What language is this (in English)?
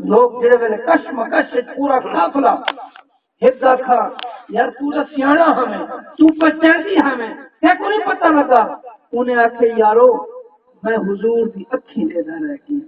Saraiki